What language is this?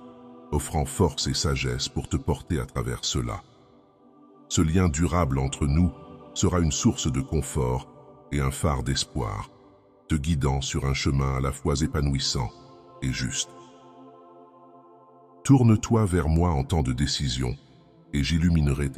French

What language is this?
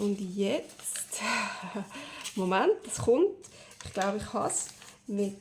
Swiss German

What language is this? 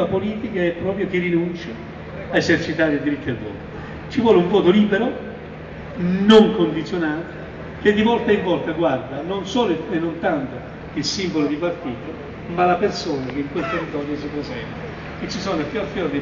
Italian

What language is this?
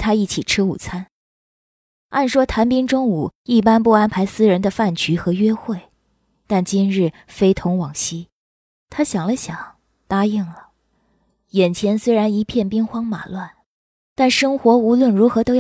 Chinese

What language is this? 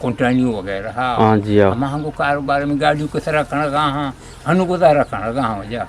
Eastern Balochi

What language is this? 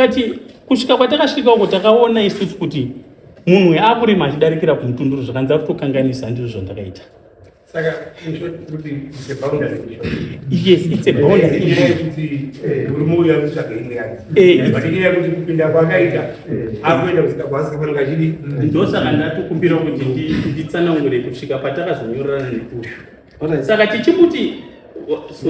Shona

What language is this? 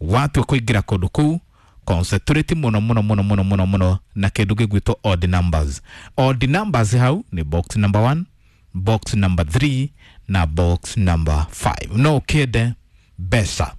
Kikuyu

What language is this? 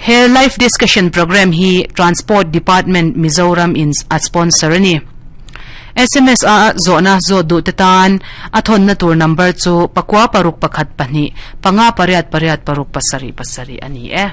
Mizo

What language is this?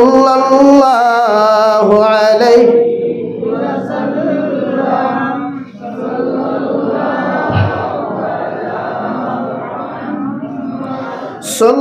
Sylheti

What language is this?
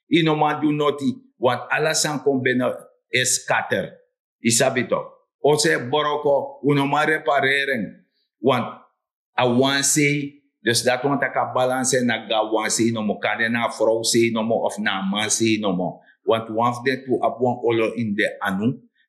Sranan Tongo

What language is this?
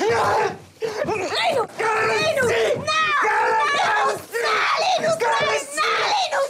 Romansh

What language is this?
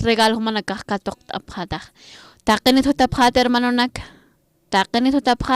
Aymara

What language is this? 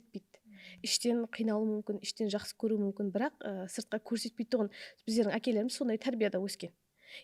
Kara-Kalpak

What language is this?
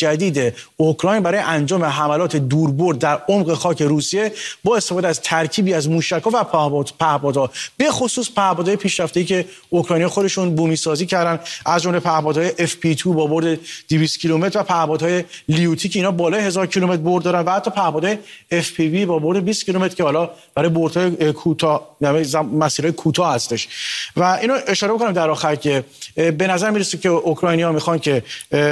Persian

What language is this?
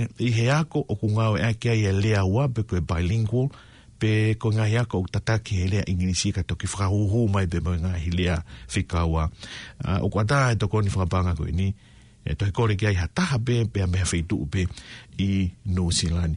Tongan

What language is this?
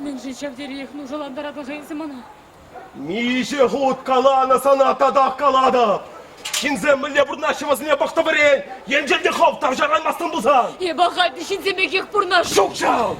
Chuvash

